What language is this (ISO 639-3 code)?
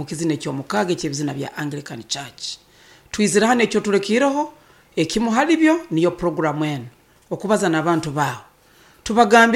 nyo